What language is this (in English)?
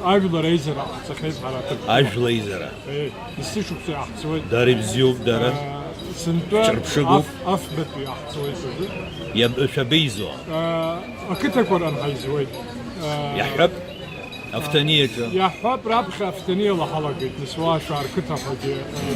Abkhazian